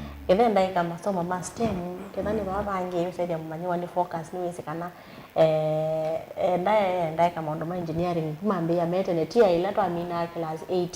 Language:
Kamba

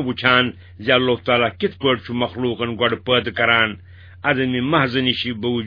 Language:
Kashmiri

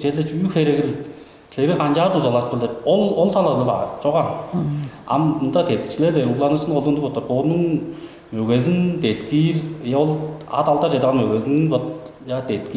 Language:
Tuvinian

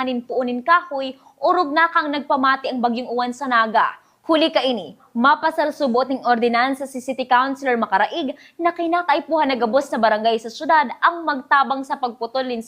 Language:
Bikol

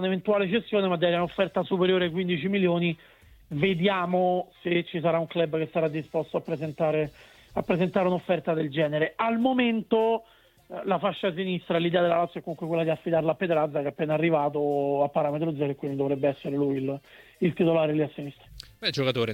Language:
Italian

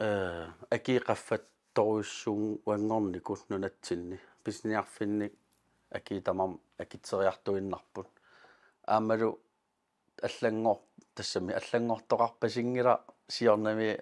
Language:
Kalaallisut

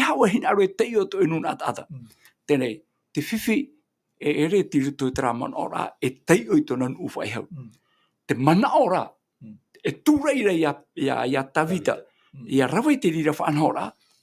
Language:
Tahitian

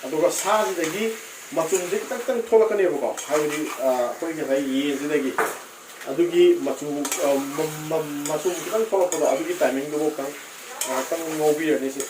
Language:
Manipuri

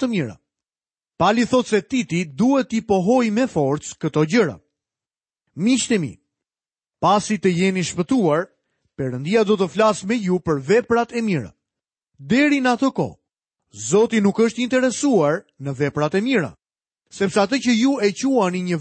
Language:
Albanian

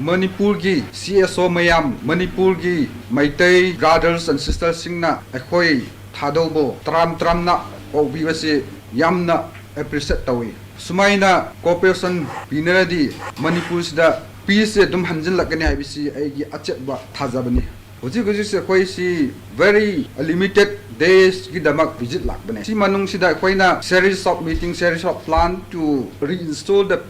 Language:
Manipuri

